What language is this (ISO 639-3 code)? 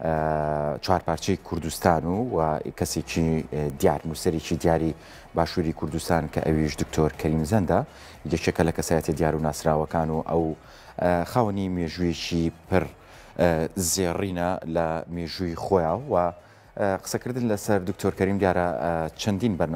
ckb